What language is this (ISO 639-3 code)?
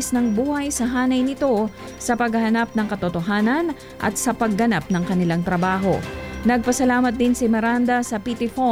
fil